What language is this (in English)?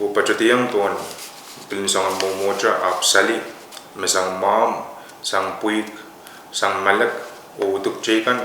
Pohnpeian